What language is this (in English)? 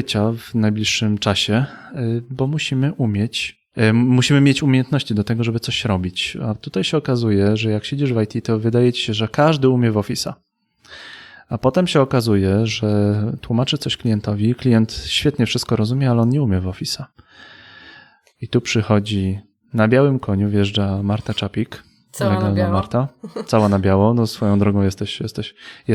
Polish